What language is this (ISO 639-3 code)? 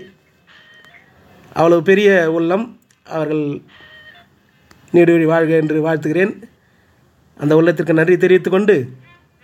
tam